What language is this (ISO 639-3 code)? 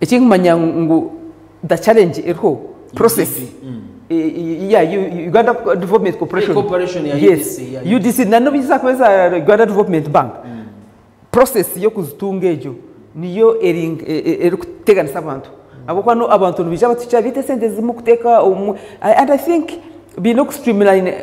nyn